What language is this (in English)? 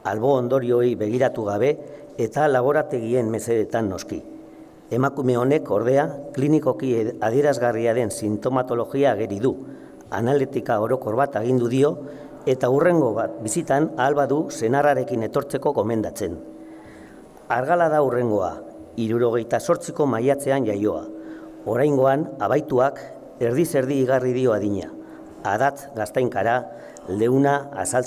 Basque